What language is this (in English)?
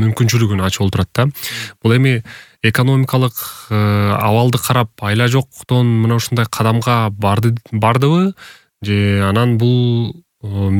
Kyrgyz